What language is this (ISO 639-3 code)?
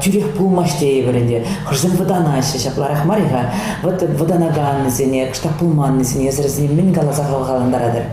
chv